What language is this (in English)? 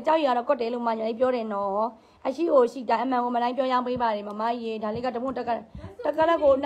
Burmese